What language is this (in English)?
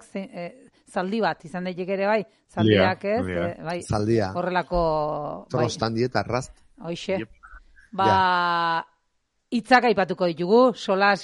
Basque